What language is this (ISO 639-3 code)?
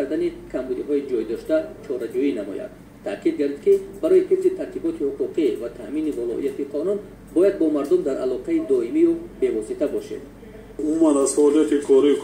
tgk